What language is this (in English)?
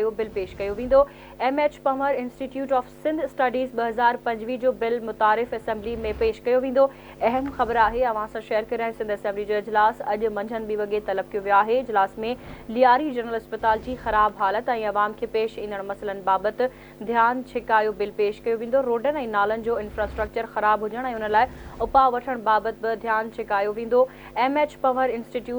Sindhi